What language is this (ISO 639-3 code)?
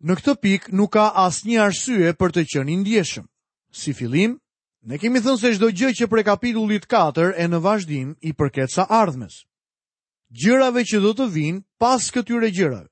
sqi